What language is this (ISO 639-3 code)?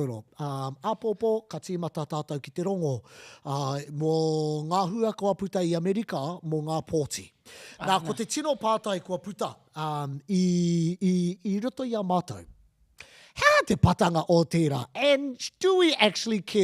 mri